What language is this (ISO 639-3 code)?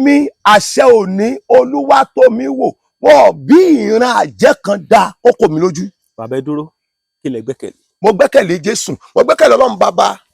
yor